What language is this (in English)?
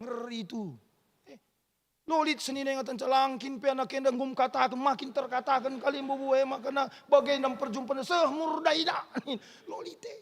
Batak Karo